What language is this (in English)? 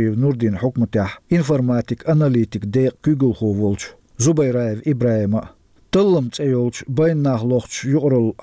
Chechen